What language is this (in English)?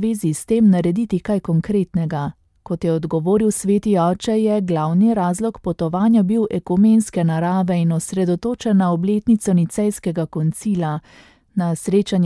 Slovenian